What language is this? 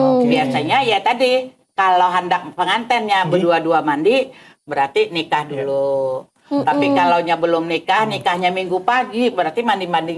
Banjar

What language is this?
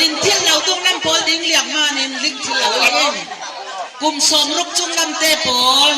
Falam Chin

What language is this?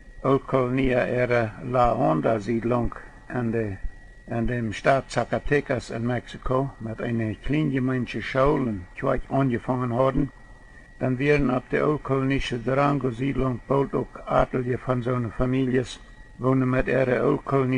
Plautdietsch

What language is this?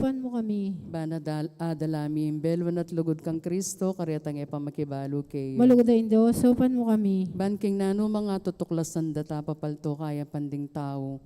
Pampanga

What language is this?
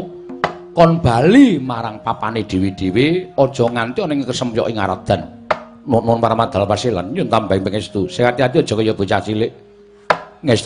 Javanese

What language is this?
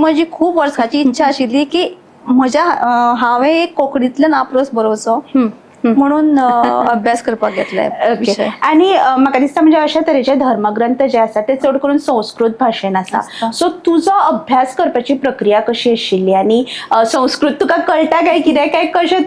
Konkani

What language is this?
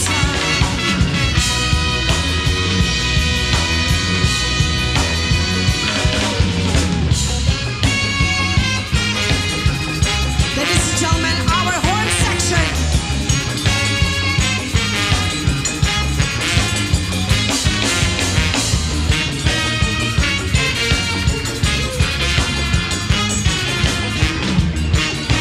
English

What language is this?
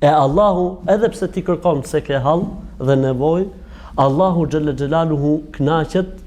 Albanian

